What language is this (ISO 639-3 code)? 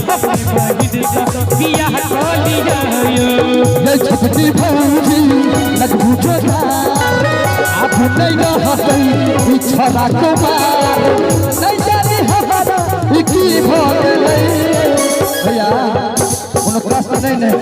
mai